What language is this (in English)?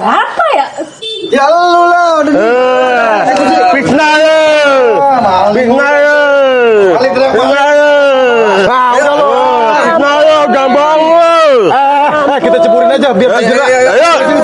Betawi